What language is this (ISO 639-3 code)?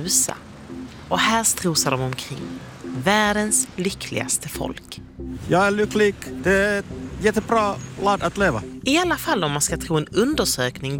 swe